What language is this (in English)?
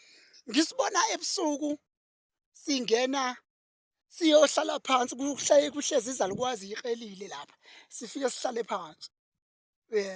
Zulu